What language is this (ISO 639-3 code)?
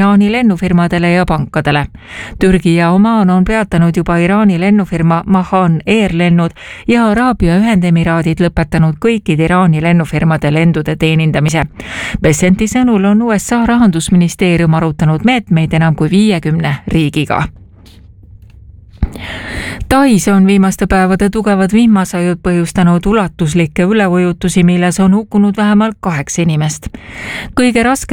est